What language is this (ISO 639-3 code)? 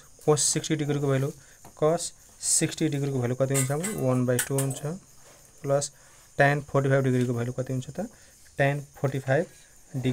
nep